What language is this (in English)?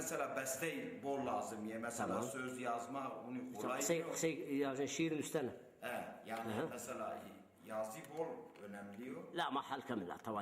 Zaza